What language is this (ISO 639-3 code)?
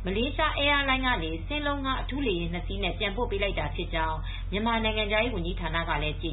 mya